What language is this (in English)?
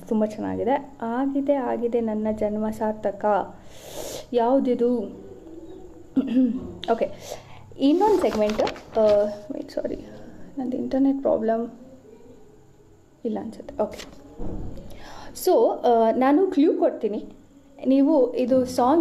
Kannada